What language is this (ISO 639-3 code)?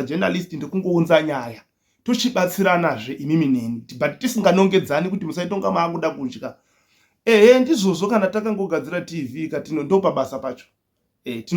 sna